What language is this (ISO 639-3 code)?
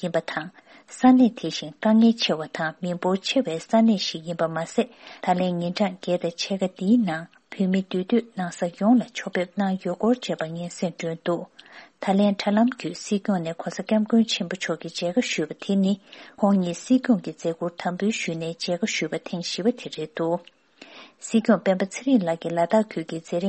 bod